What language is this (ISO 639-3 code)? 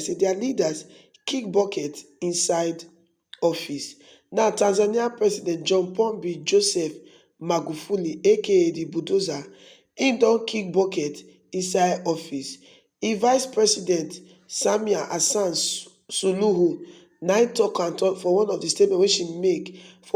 pcm